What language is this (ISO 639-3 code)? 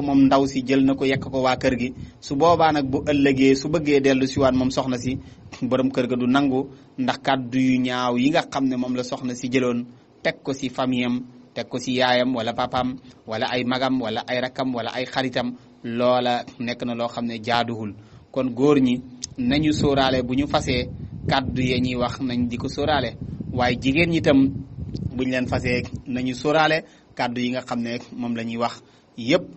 wol